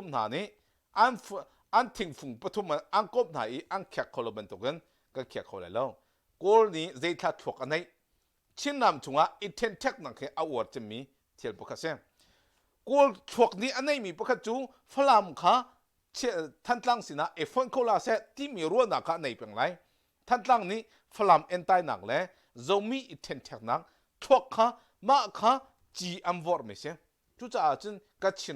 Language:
Hakha Chin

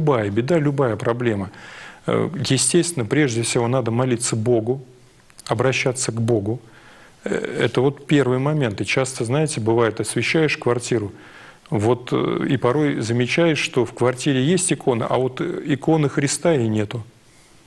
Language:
Russian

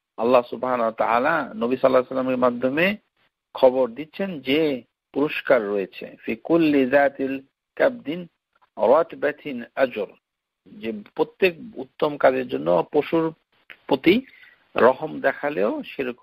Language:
Bangla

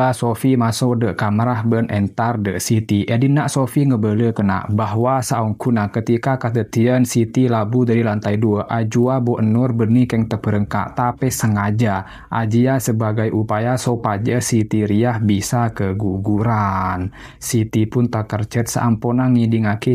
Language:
Madurese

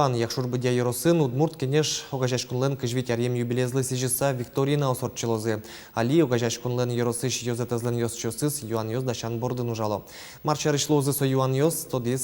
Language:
Udmurt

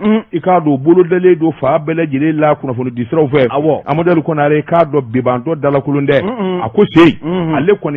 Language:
Bambara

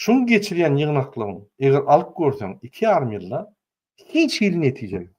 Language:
Turkmen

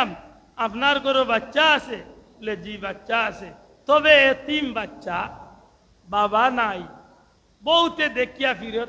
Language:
Sylheti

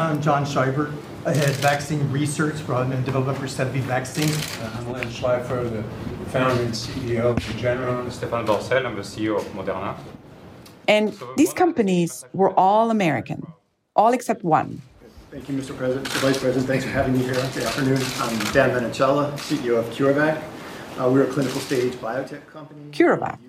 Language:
English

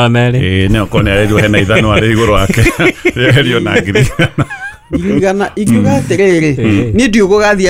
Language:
Kikuyu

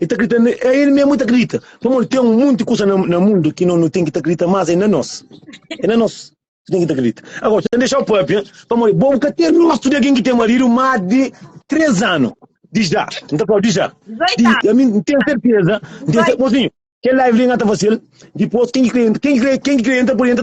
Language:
Kabuverdianu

